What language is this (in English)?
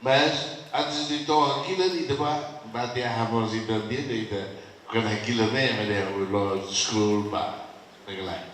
Tetum